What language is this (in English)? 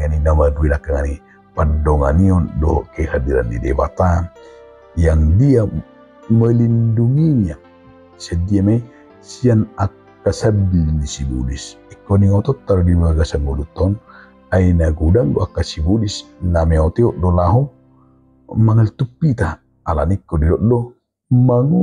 Batak Toba